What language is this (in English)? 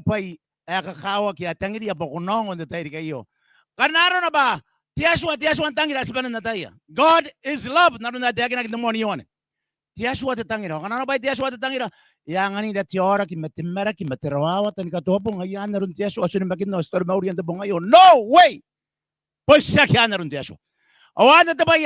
Gilbertese